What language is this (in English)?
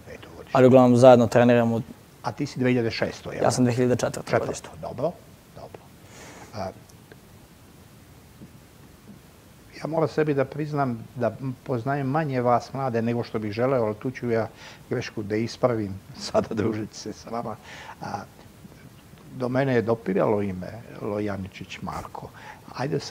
Serbian